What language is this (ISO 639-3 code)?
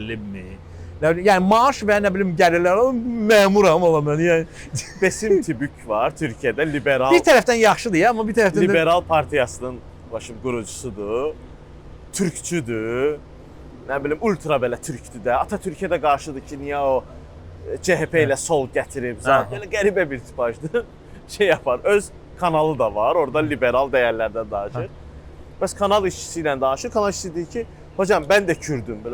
aze